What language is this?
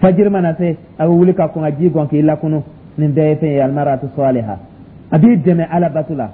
Dyula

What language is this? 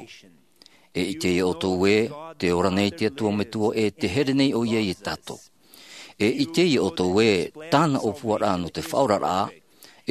Tahitian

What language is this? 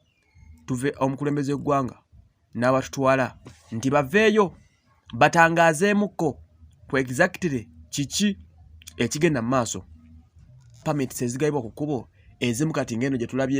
Ganda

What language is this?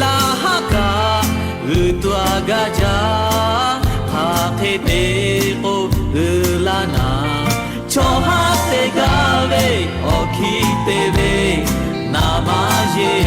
Lahu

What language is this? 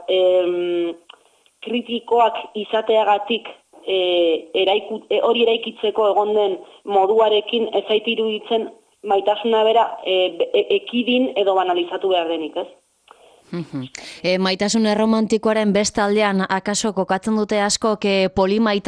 Basque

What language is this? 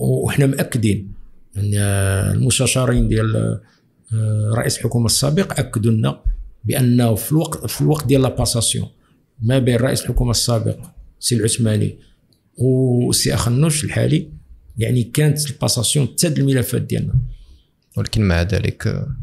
Moroccan Arabic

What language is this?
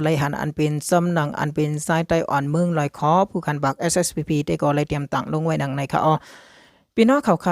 Shan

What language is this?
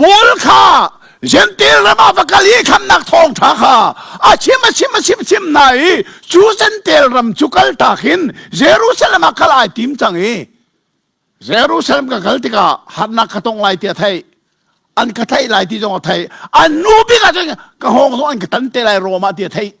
Hakha Chin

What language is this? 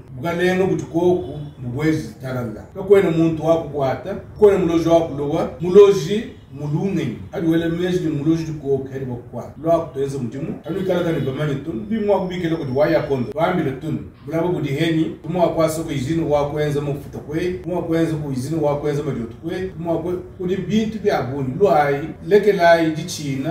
Luba-Lulua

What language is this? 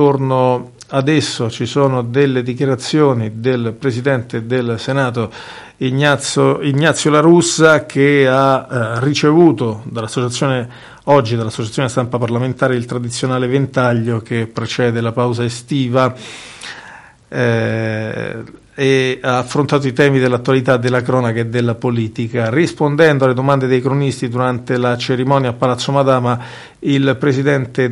Italian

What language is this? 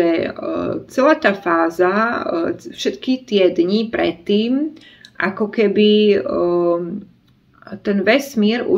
Slovak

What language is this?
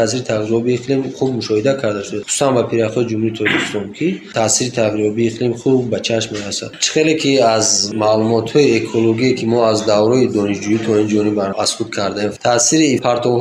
Tajik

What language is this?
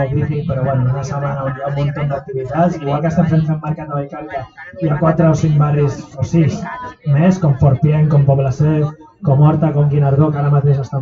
Catalan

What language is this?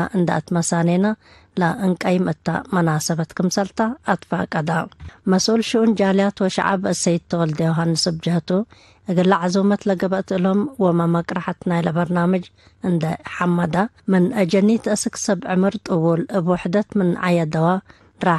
Tigre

